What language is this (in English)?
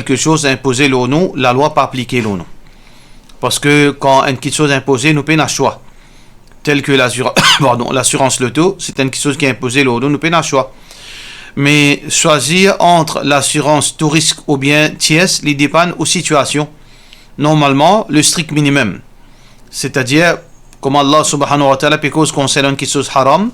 Morisyen